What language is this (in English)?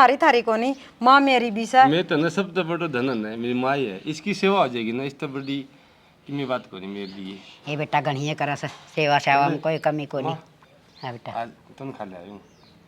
Haryanvi